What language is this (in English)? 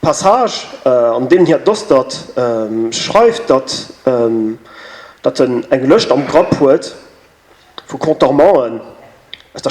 Luxembourgish